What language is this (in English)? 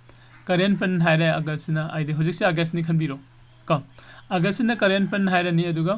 Manipuri